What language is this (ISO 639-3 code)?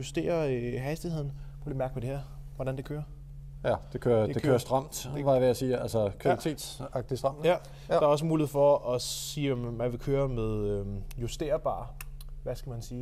dan